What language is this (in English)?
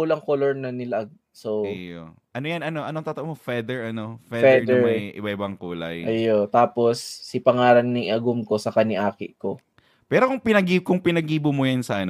Bikol